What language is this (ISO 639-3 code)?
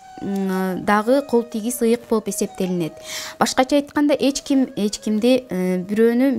kir